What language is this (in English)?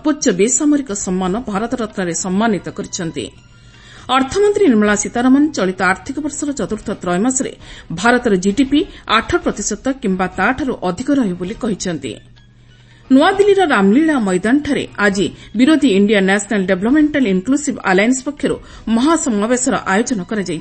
Odia